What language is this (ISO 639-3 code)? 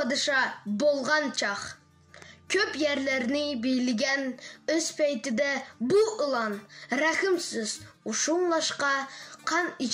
uig